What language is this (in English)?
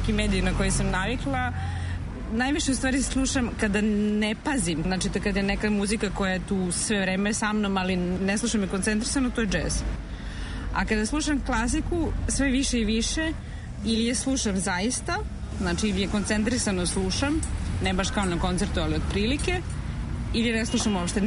Serbian